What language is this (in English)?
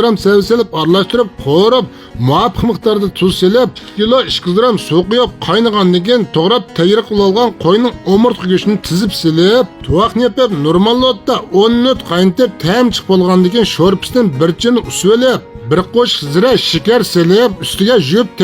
Uyghur